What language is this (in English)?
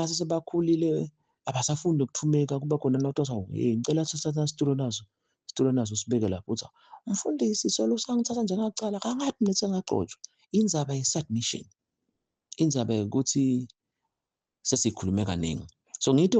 Zulu